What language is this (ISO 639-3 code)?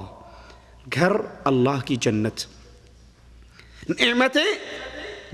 urd